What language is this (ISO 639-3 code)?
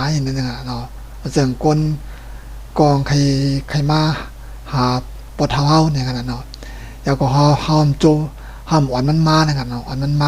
shn